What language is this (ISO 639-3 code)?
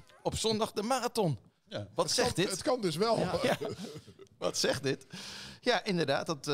nld